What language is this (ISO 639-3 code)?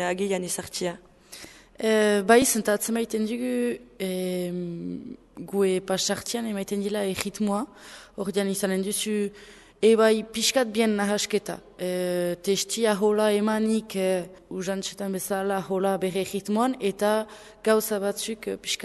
eus